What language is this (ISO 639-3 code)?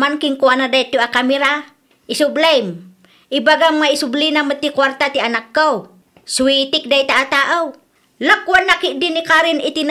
ilo